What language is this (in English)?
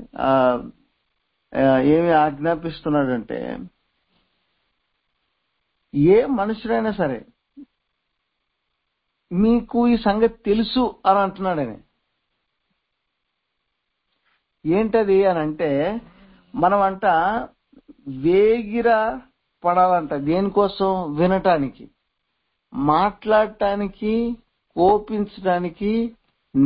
Telugu